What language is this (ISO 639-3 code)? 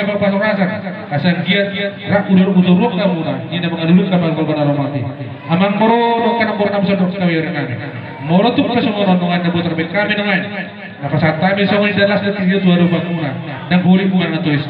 bbc